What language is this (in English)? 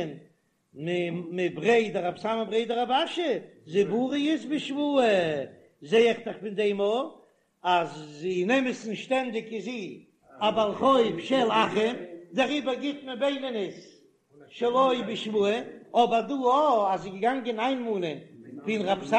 Yiddish